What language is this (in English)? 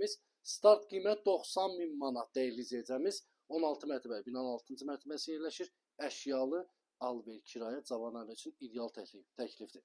Azerbaijani